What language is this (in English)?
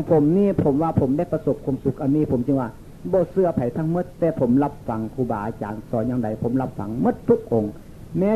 Northeastern Thai